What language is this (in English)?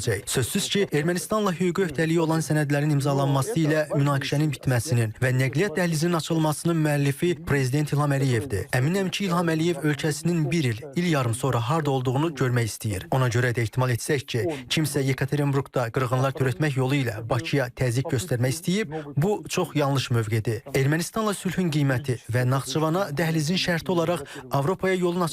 Azerbaijani